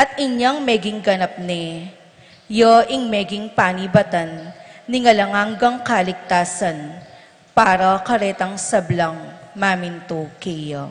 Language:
Pampanga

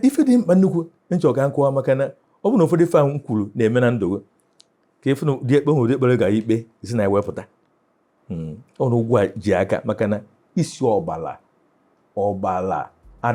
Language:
Igbo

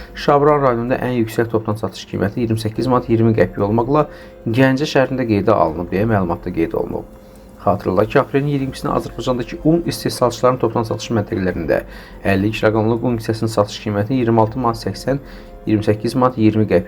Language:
Azerbaijani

